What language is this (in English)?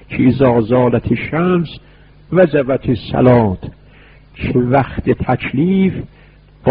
Persian